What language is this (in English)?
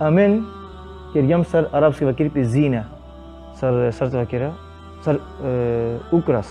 Balkan Romani